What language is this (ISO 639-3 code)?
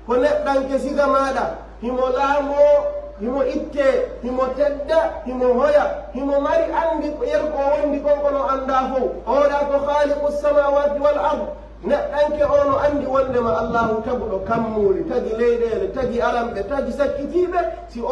fuf